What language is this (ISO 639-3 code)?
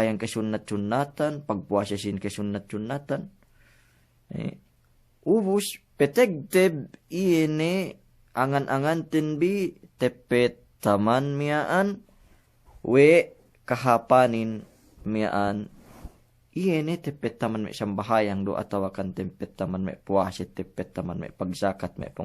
yka